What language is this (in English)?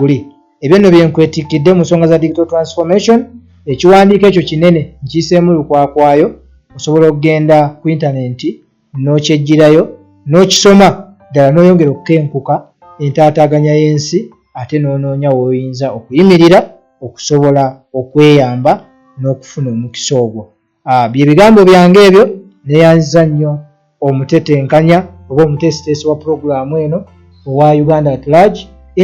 Ganda